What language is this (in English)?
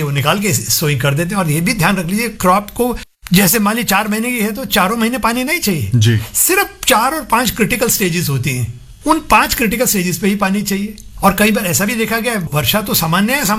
Hindi